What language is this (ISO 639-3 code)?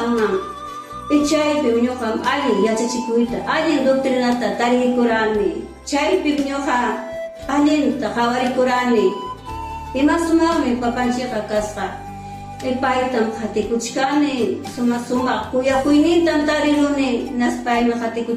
quy